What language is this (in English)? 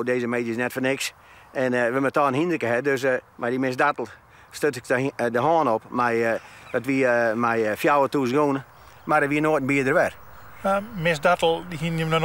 Western Frisian